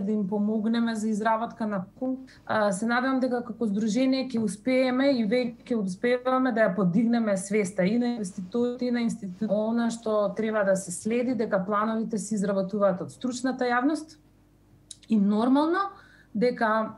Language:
Macedonian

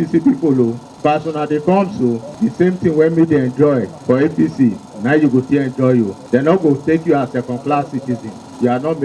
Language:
Nigerian Pidgin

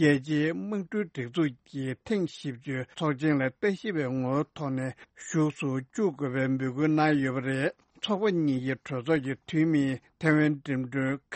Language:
Tibetan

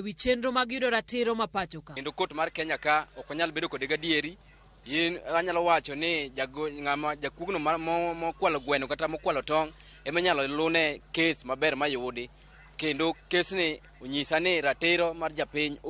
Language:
Luo (Kenya and Tanzania)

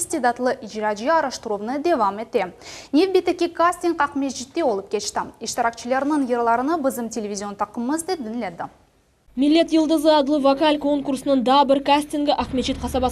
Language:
Crimean Tatar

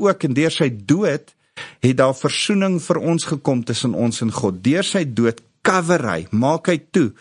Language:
Afrikaans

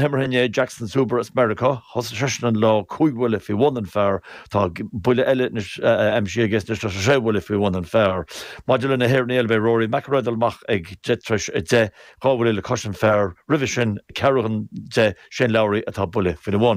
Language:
Irish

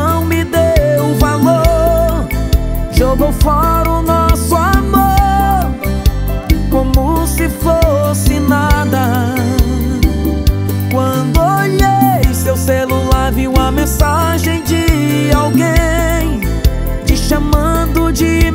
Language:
Portuguese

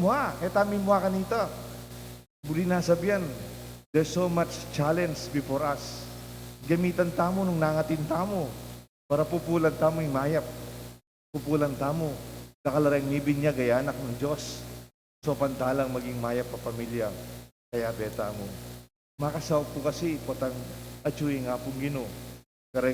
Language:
Pampanga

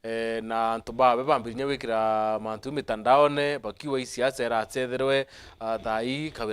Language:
Meru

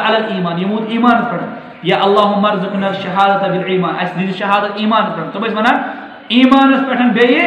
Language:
Kashmiri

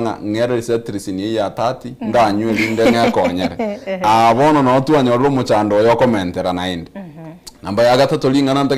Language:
Gusii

